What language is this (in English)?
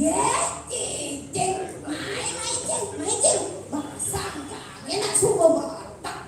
Balinese